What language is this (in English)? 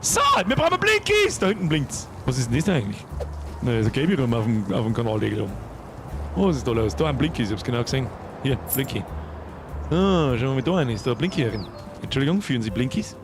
Bavarian